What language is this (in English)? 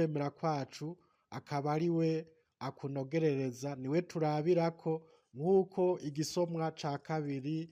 Rundi